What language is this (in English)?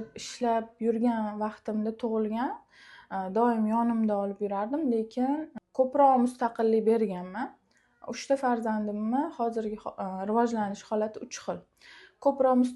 Uzbek